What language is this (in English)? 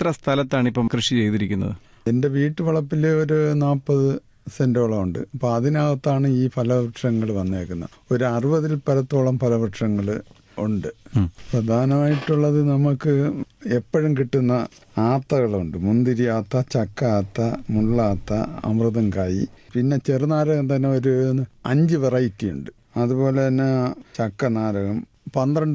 Malayalam